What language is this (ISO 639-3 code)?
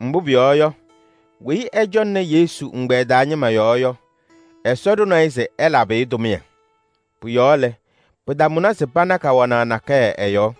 kbp